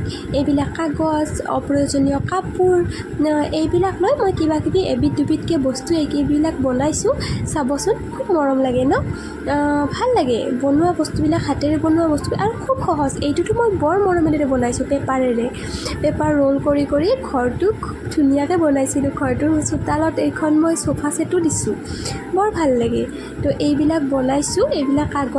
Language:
Assamese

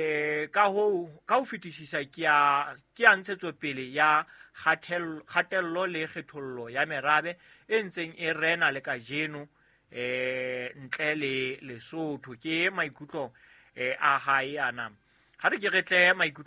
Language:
Southern Sotho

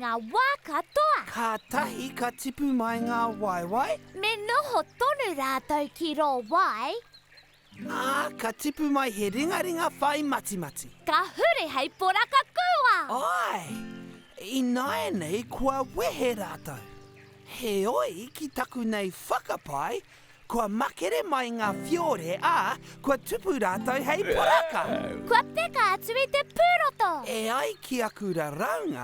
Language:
Māori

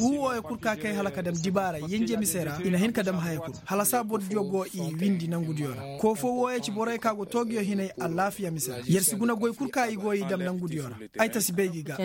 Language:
Koyraboro Senni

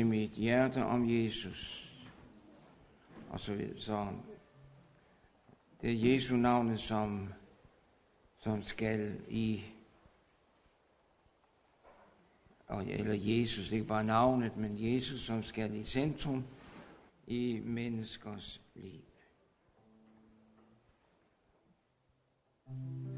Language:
Danish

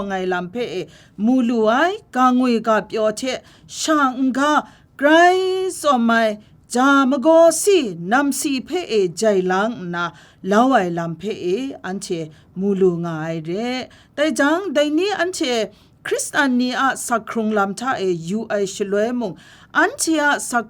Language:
Kachin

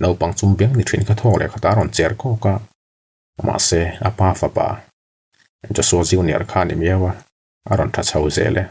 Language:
Mizo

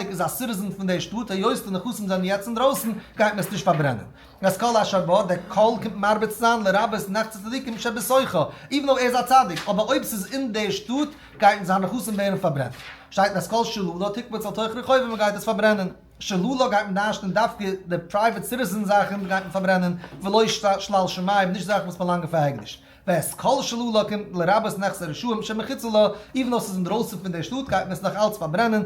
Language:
Yiddish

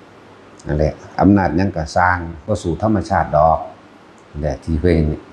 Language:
Northeastern Thai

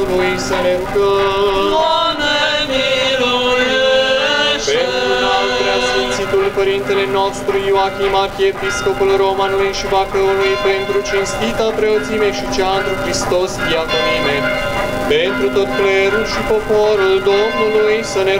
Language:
Romanian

